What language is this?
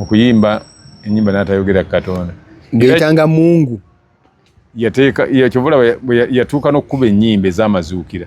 Ganda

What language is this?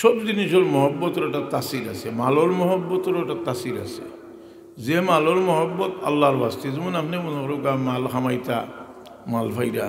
Sylheti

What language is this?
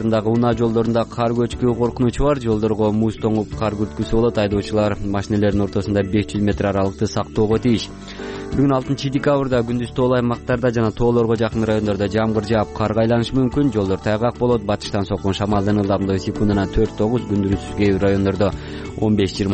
Kyrgyz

